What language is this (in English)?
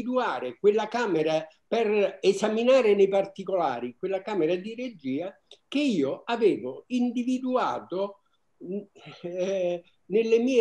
Italian